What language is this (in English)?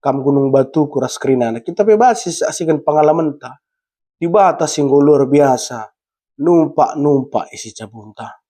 Batak Karo